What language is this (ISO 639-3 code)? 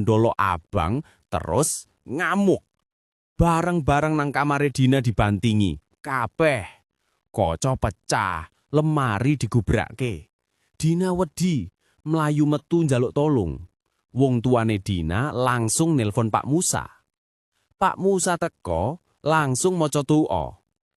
jav